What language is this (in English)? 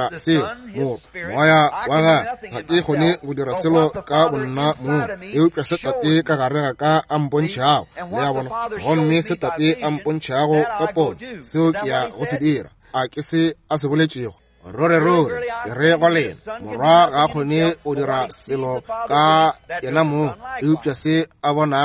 Northern Sotho